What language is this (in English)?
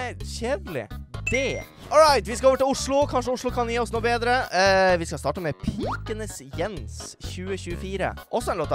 Norwegian